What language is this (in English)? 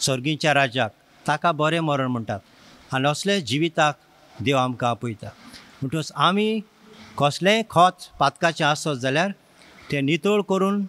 Konkani